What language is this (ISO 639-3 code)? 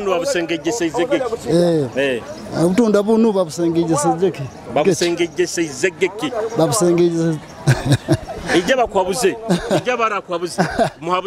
nyo